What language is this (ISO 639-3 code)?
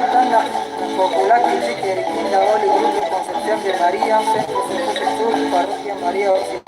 kek